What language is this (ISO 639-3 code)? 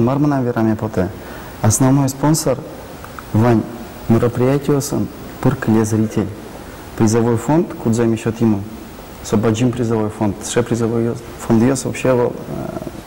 udm